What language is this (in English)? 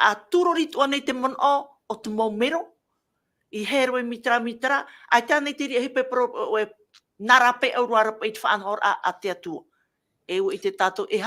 Tahitian